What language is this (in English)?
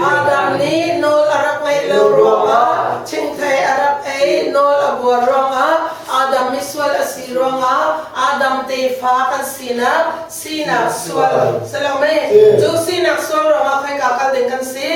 Hakha Chin